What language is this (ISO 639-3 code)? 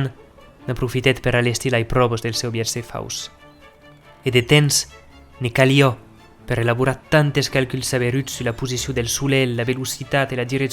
oci